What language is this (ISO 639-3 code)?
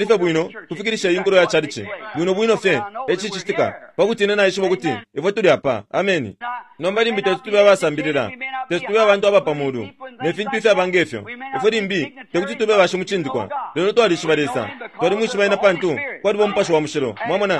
bem